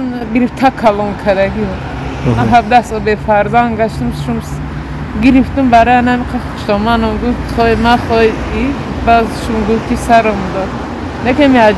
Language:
Tajik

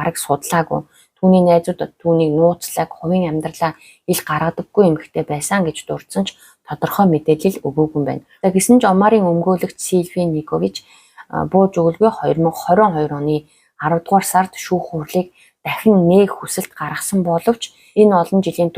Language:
Mongolian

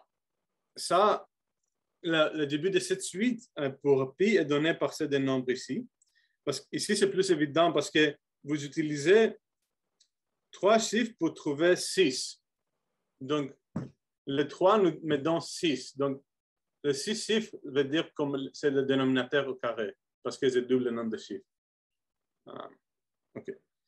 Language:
French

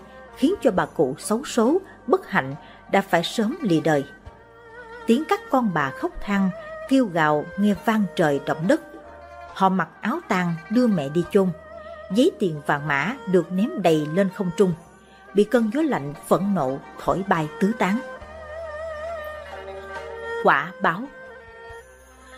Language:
Vietnamese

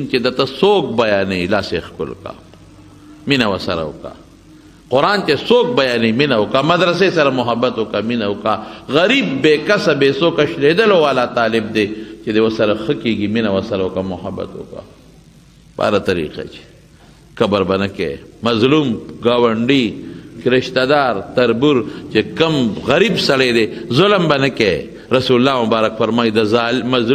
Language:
Pashto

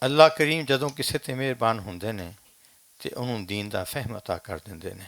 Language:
Western Panjabi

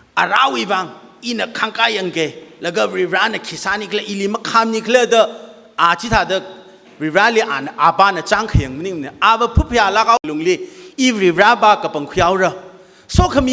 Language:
Tangkhul Naga (India)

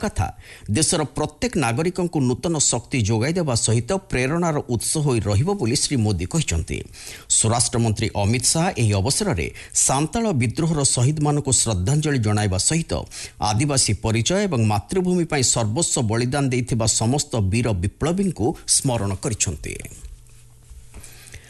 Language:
Odia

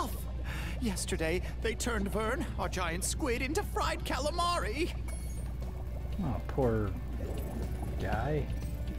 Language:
English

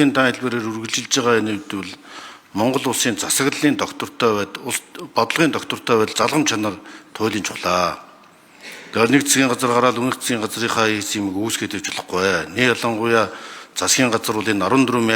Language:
Mongolian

